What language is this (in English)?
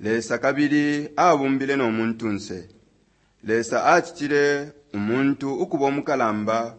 Bemba